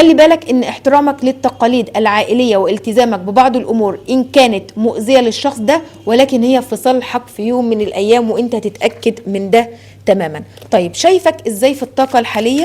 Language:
Egyptian Arabic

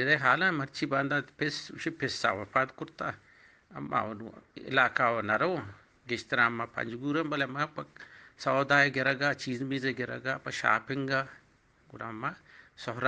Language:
Eastern Balochi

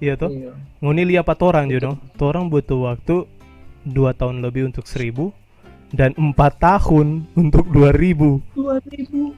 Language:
Manado Malay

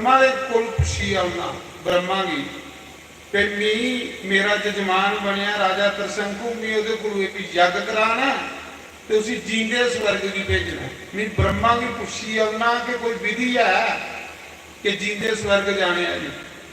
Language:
Dogri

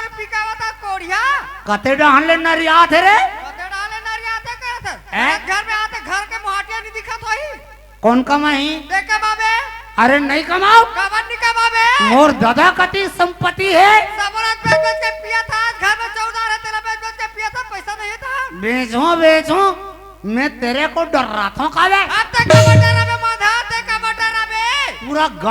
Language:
Chhattisgarhi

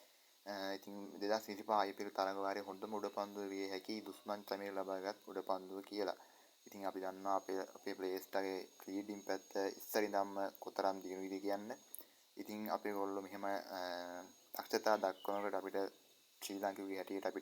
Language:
Sinhala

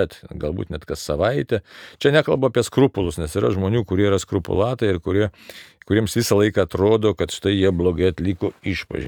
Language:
Lithuanian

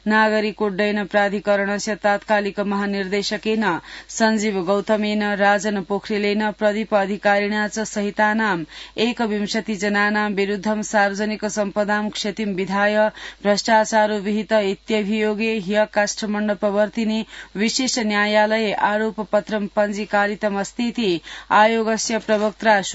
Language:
Sanskrit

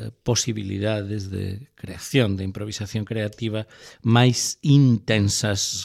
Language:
Galician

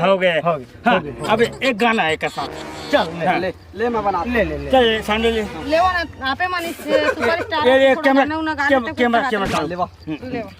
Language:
Chhattisgarhi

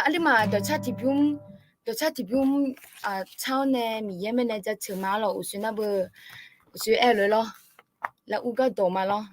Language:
Akha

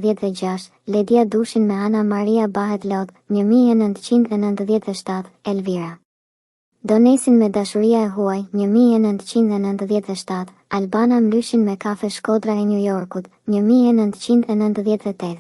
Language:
Albanian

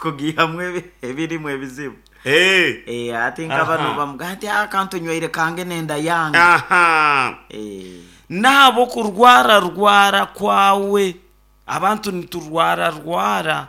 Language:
Nyankole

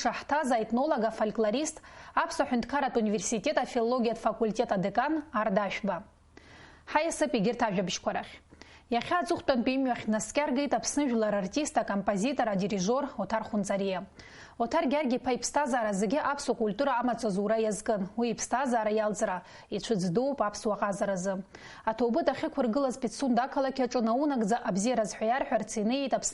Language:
Abkhazian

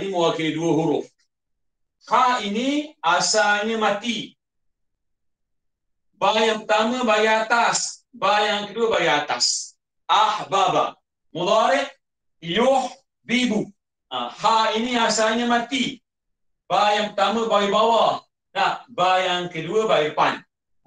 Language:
Malay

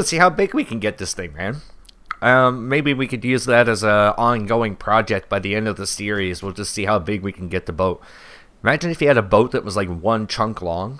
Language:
English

